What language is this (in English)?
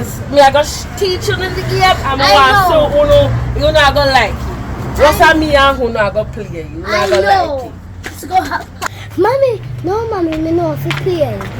Jamaican Creole English